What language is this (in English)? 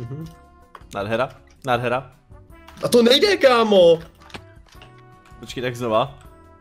Czech